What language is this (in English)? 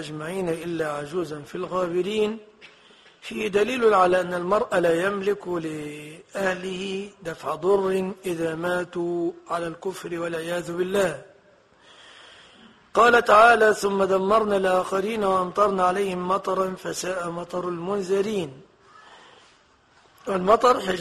Arabic